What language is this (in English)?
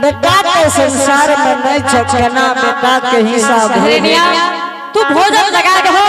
Angika